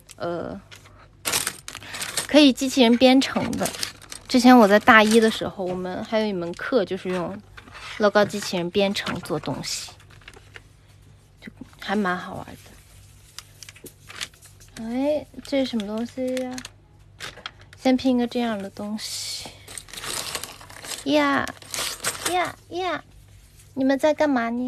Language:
Chinese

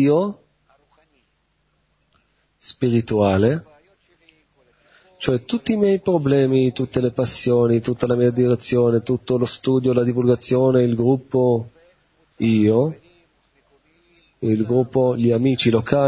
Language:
Italian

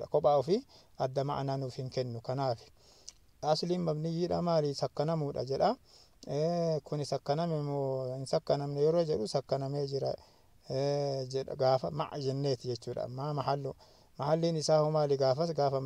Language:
Oromo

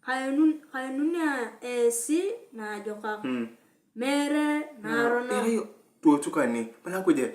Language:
Turkana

